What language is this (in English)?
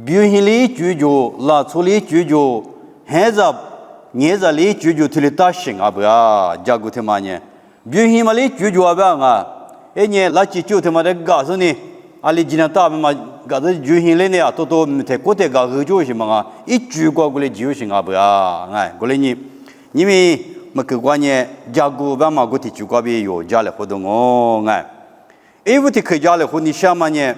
Lisu